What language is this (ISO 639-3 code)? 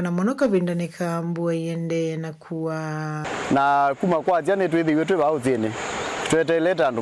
kam